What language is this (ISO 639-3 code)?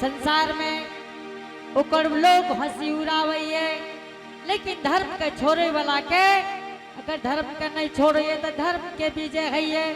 anp